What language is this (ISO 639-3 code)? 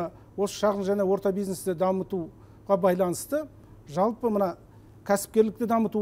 kaz